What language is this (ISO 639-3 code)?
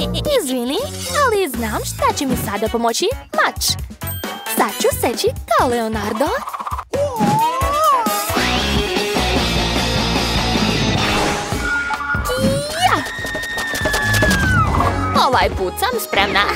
srp